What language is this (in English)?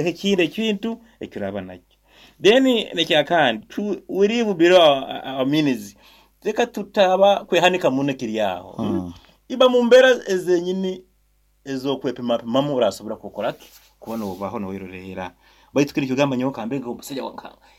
Nyoro